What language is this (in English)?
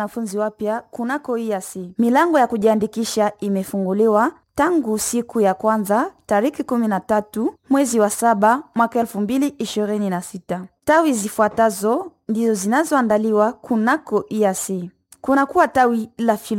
Swahili